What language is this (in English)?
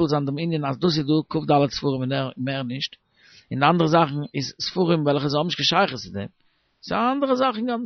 Yiddish